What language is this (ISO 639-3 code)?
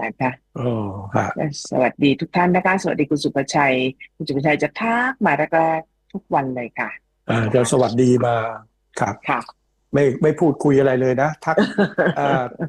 tha